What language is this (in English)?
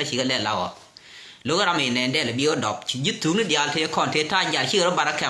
Nuer